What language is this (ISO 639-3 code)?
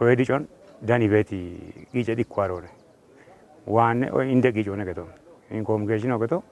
kbr